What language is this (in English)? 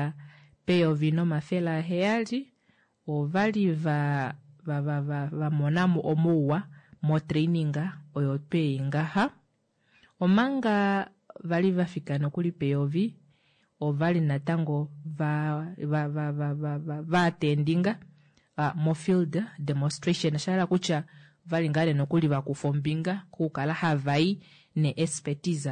Kuanyama